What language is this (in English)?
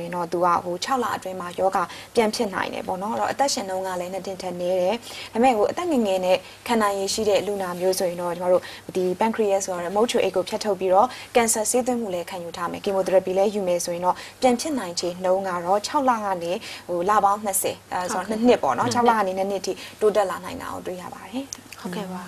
Burmese